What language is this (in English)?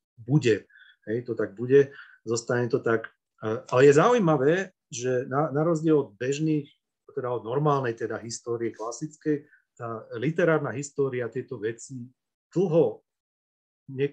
Slovak